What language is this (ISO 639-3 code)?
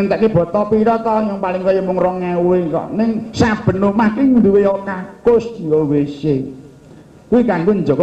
jav